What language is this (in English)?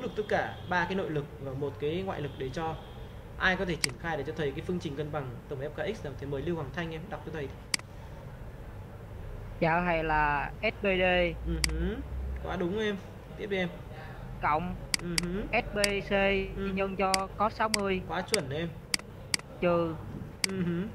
Vietnamese